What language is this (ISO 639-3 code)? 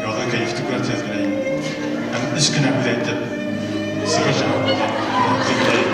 bak